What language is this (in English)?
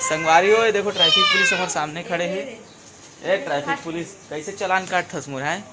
Chhattisgarhi